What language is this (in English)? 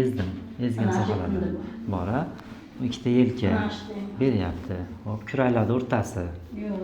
Uzbek